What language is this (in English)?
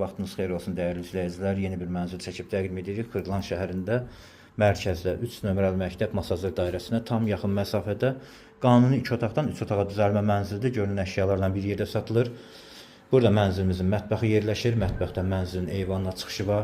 Azerbaijani